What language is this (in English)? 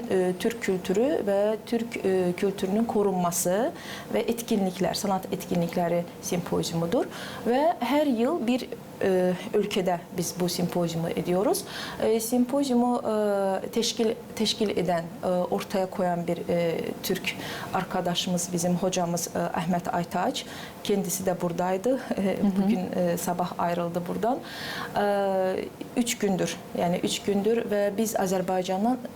Gagauz